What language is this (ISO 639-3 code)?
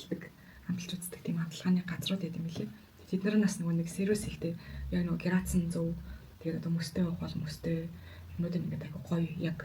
mon